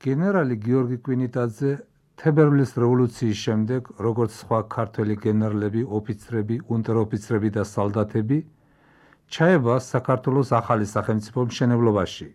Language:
Georgian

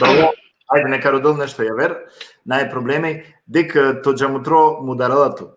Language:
Balkan Romani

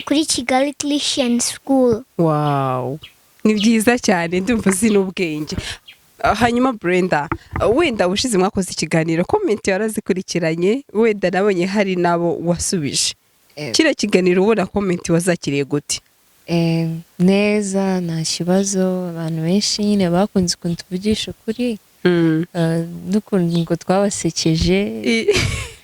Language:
Kinyarwanda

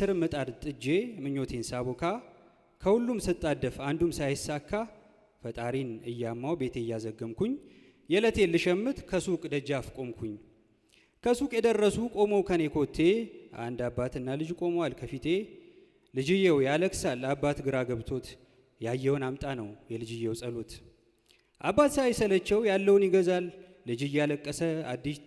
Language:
Amharic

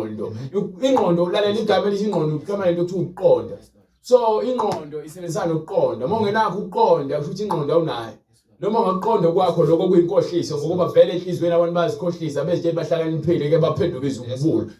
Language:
Zulu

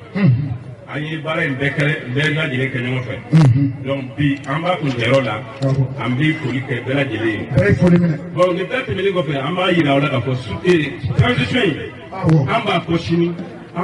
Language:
Bambara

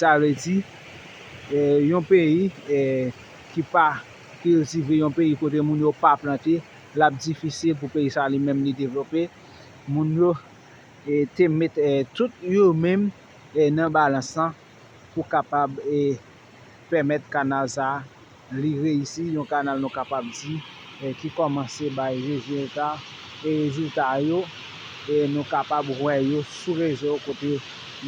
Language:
Haitian Creole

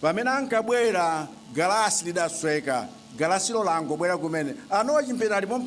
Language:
Nyanja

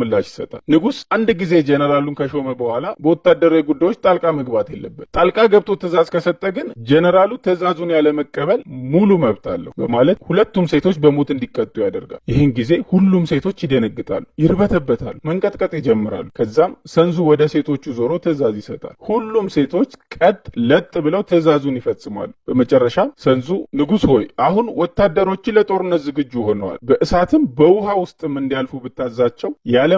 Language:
Amharic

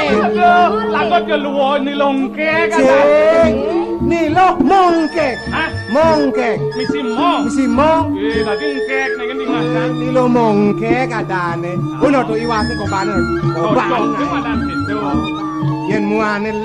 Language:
Balinese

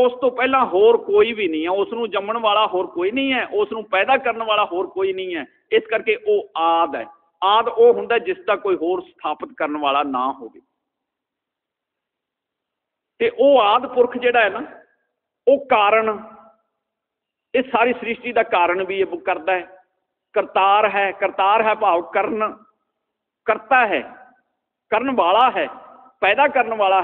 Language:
Punjabi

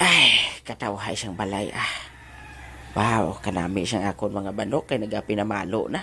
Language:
Hiligaynon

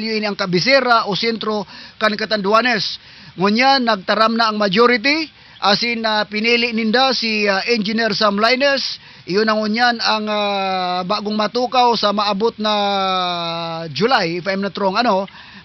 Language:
Southern Catanduanes Bikol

